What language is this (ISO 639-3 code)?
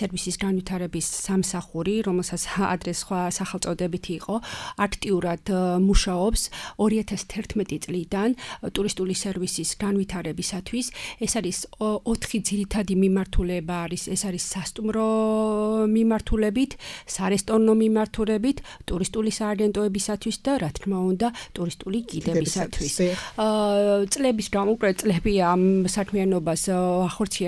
kat